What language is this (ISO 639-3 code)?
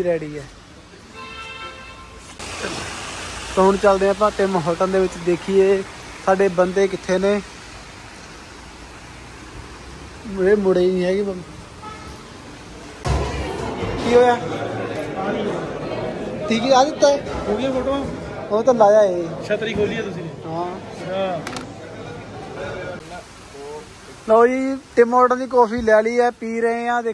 pan